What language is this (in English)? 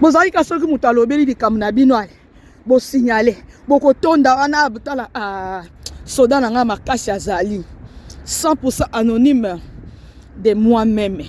Lingala